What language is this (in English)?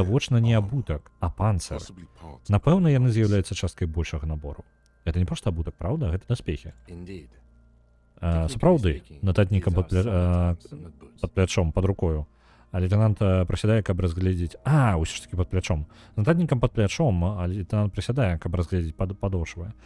Belarusian